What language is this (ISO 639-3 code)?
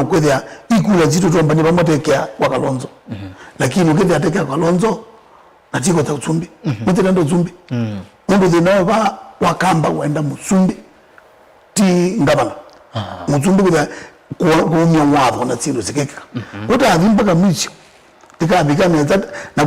kam